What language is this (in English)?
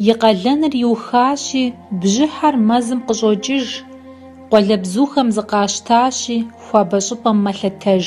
Kabardian